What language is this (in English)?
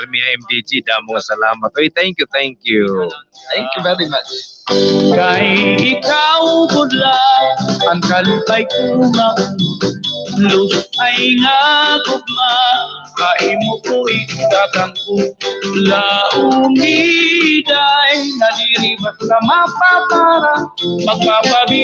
Waray